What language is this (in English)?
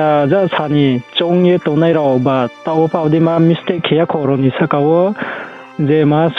Riang (India)